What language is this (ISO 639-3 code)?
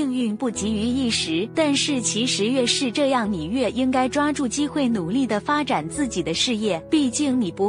zho